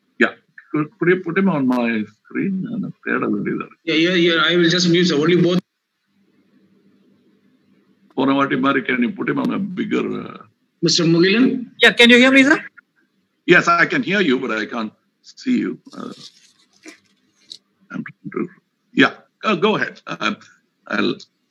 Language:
English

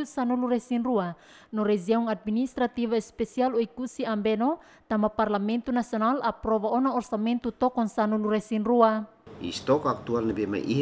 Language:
Tetum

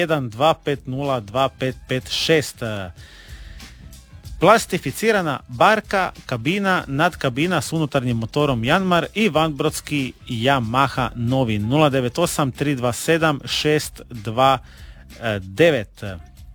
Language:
Croatian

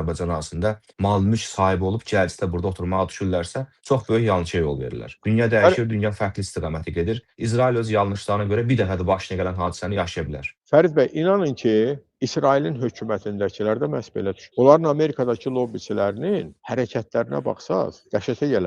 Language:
Azerbaijani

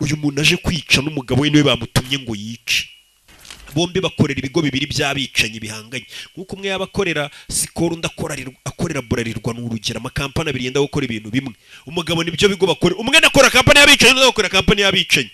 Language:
Kinyarwanda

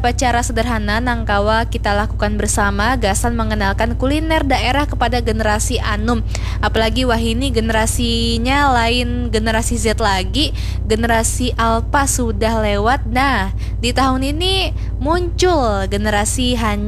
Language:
Banjar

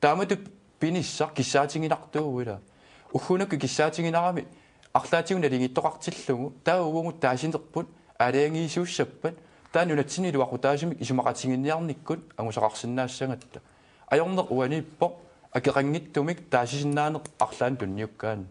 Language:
Kalaallisut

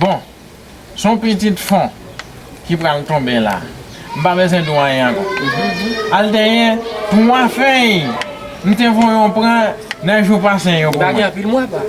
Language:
Haitian Creole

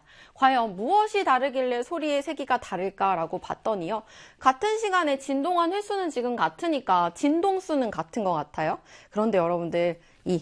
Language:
Korean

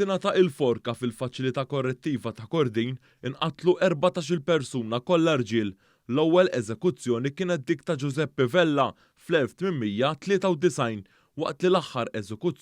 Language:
Maltese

